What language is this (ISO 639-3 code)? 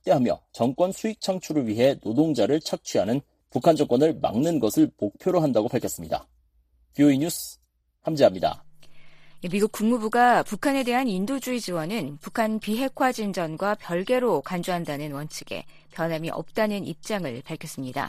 kor